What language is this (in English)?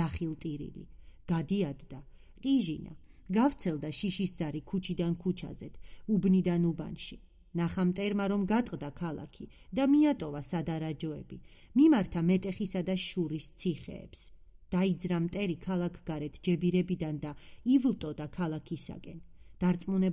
Georgian